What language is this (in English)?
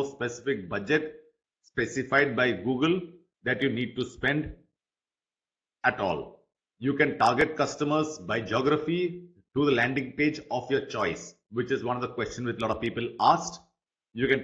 English